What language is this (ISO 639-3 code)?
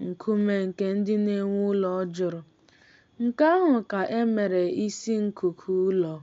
ibo